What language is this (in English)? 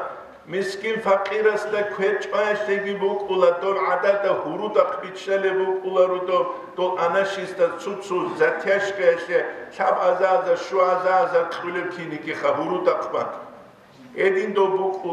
Avaric